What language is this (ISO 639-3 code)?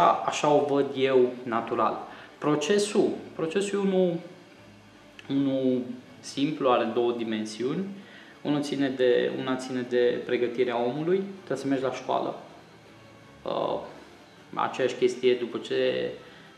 ron